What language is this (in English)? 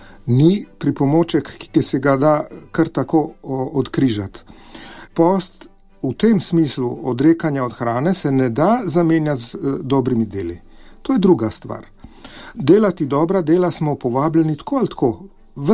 Slovenian